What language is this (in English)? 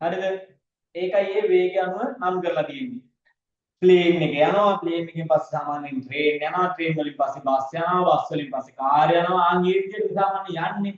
Sinhala